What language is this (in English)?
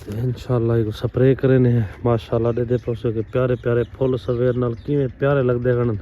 Saraiki